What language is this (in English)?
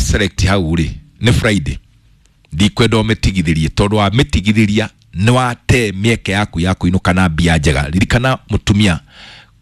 Kikuyu